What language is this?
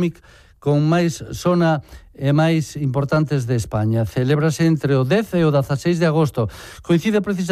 Galician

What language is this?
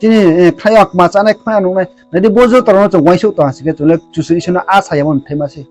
Riang (India)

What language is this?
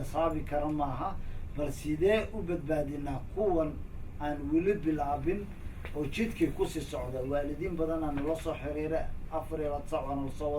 Somali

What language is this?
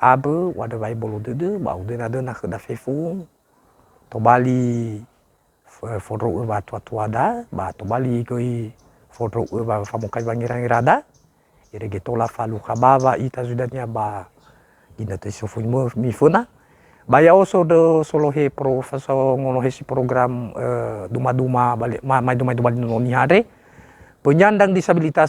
Nias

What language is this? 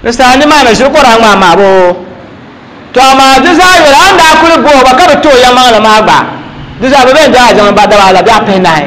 Dagbani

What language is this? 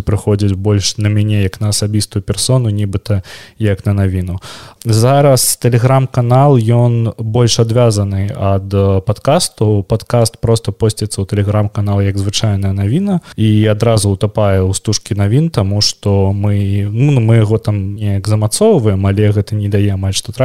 Belarusian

